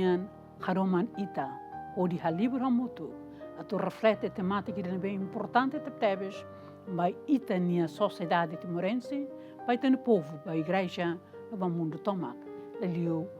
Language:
Tetum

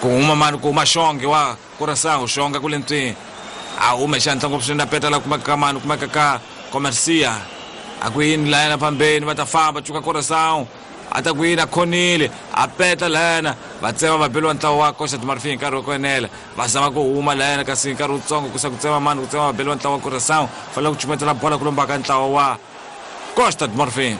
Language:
Tsonga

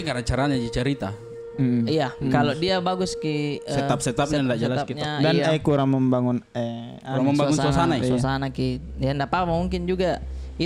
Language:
Makassar Malay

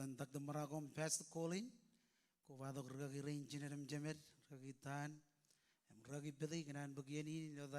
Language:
Marshallese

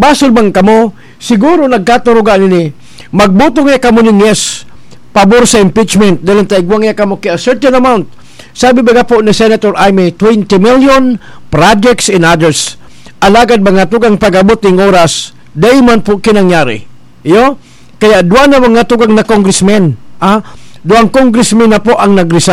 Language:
Bikol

